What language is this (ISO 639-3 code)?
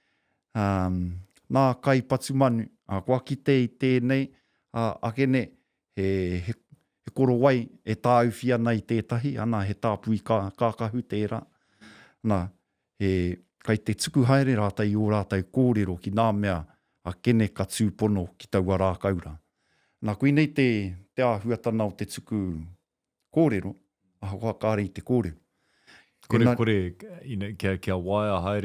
mri